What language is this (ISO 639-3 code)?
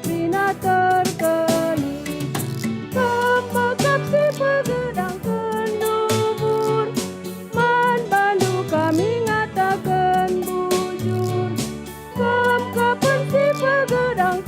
btx